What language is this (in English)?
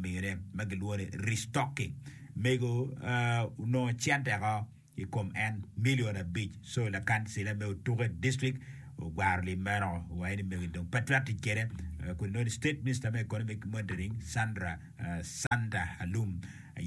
Acoli